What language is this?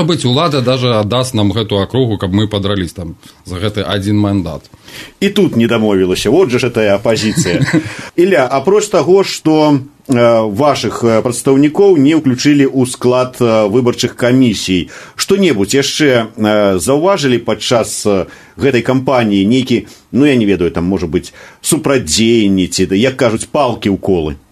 Belarusian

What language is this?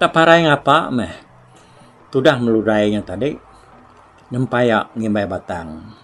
Iban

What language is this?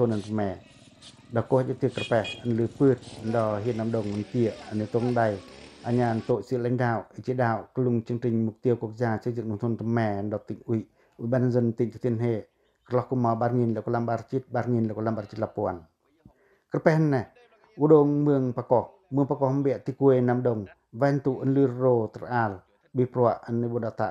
Pacoh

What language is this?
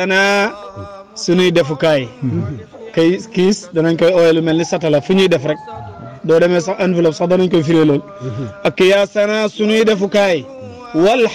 Wolof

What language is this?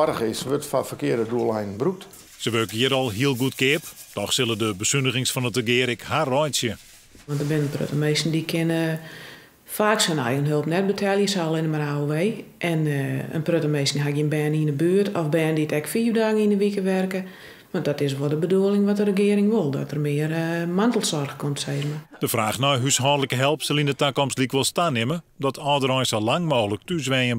Western Frisian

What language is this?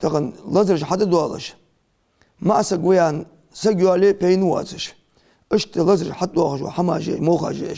Ingush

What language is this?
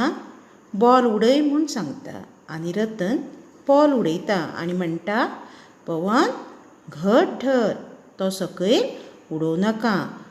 Konkani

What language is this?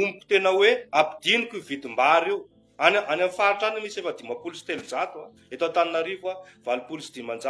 Malagasy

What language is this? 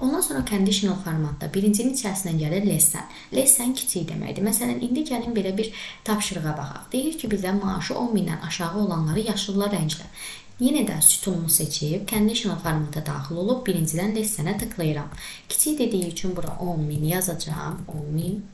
Azerbaijani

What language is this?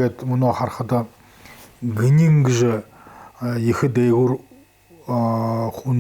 Buriat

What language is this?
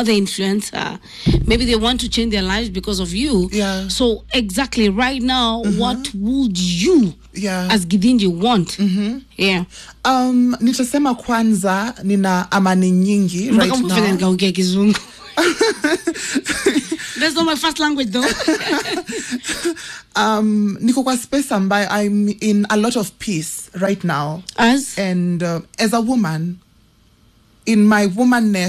Swahili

